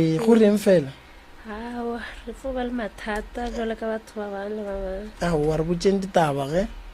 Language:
Northern Sotho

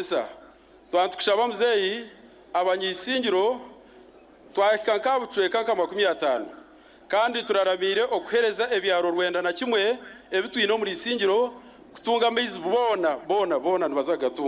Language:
Nyankole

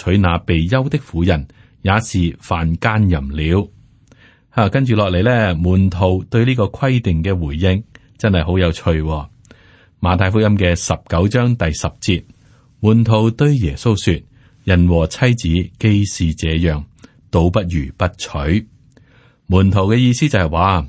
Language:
Cantonese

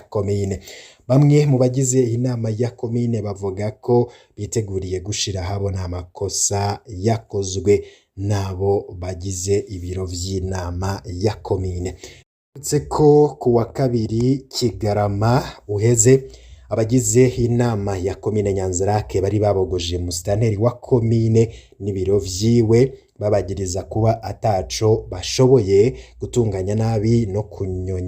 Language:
Rundi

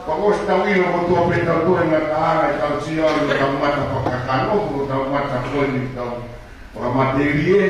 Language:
Tongan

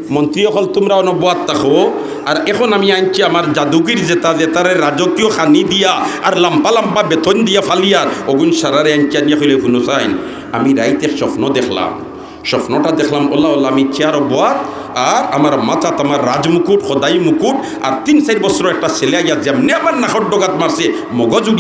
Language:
Sylheti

